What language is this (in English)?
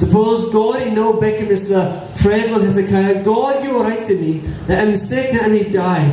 Tok Pisin